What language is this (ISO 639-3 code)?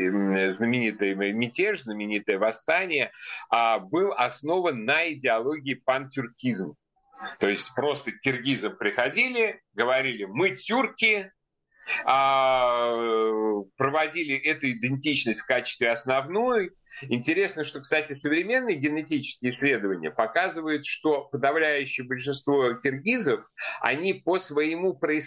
rus